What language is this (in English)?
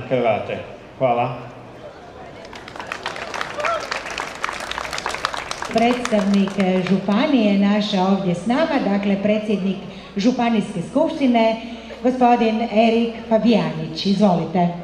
Croatian